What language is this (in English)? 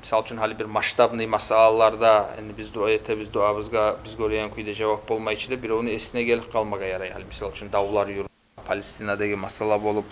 Kumyk